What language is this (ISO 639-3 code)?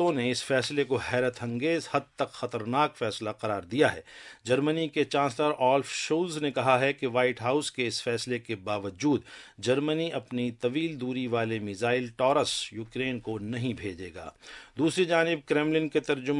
urd